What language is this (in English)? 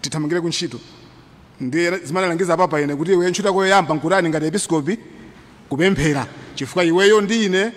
Nyanja